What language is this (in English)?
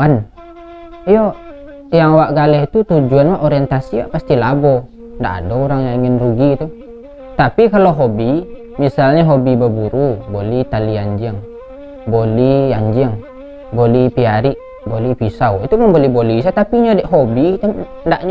Minangkabau